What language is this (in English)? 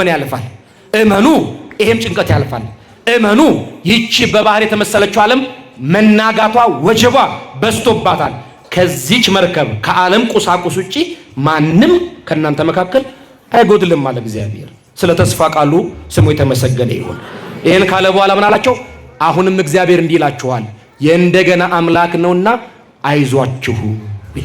Amharic